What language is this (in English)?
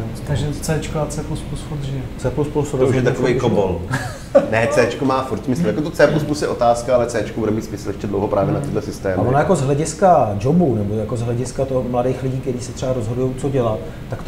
Czech